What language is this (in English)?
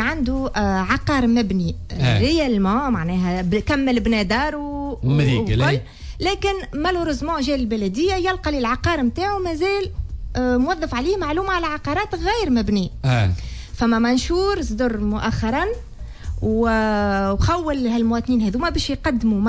Tunisian Arabic